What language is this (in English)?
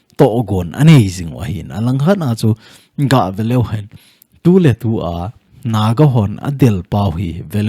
Thado Chin